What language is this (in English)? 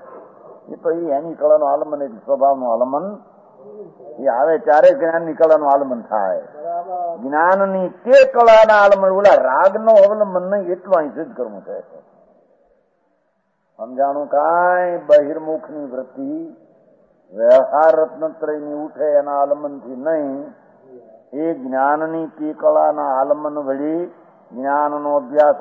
Gujarati